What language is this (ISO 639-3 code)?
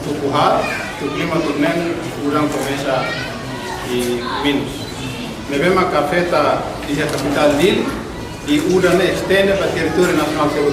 tet